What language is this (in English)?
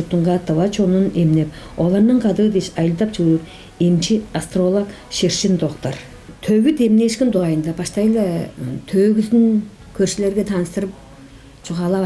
Tuvinian